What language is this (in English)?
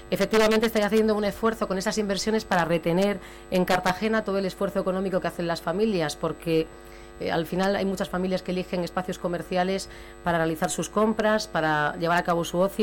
Spanish